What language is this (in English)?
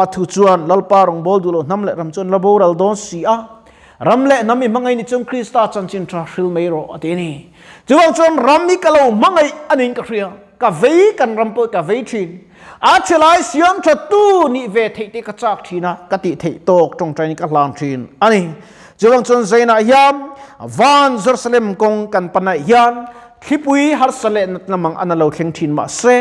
Mizo